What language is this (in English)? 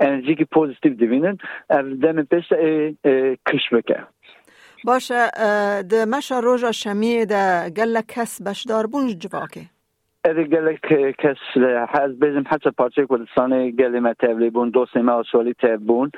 Kurdish